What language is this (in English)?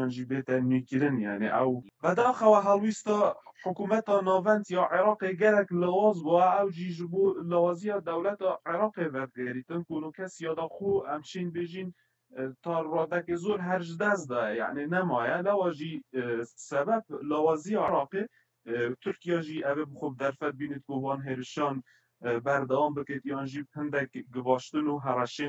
Kurdish